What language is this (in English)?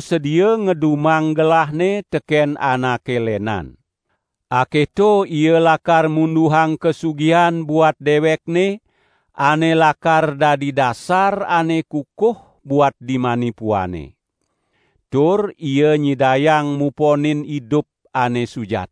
Balinese